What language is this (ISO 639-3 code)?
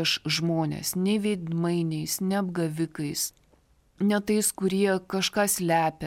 lit